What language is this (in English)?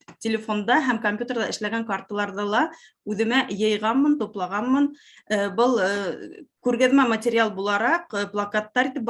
Bashkir